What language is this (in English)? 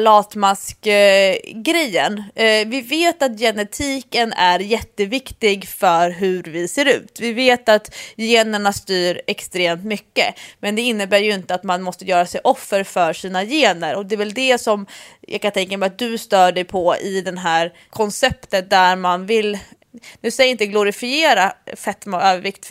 Swedish